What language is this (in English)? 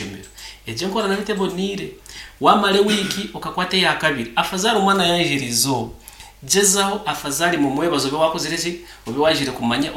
Nyankole